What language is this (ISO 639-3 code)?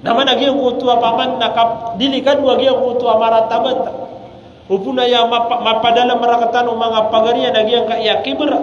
mrw